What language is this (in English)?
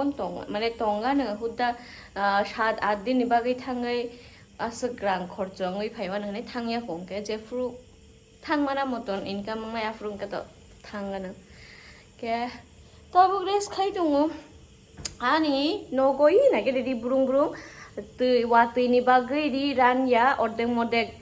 Kok Borok